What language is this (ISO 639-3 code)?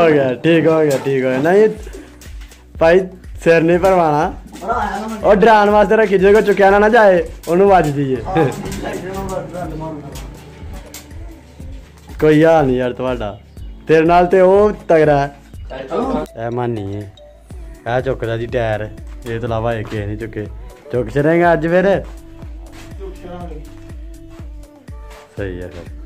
pan